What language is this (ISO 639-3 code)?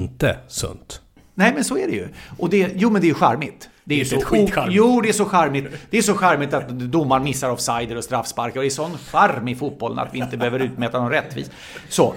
swe